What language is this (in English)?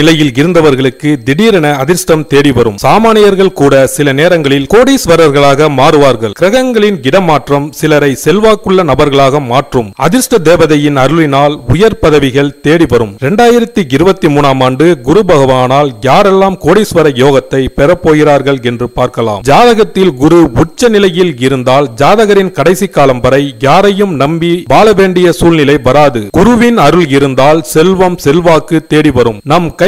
Tamil